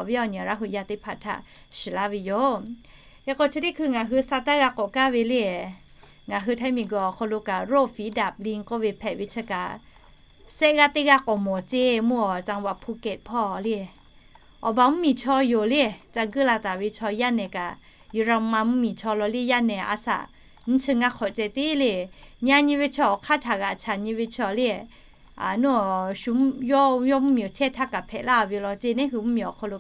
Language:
Lahu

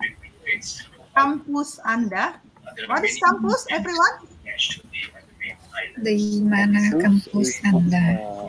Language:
Indonesian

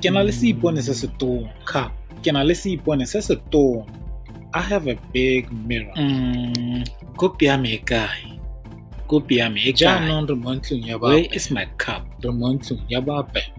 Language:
Tswana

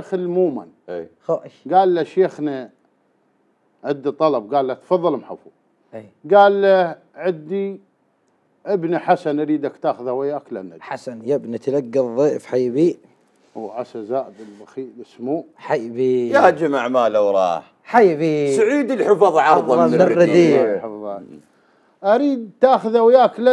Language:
Mesopotamian Arabic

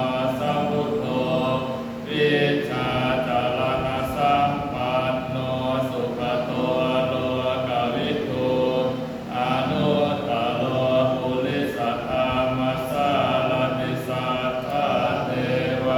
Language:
Pali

